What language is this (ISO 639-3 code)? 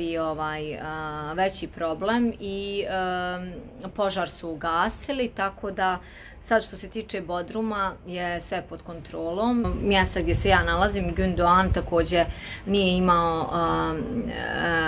hrv